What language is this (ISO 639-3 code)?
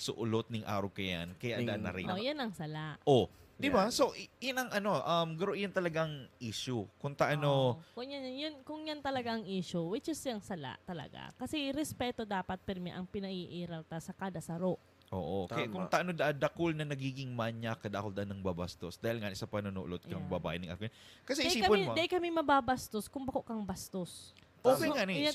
bik